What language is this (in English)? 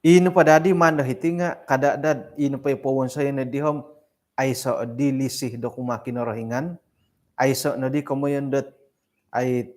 Central Dusun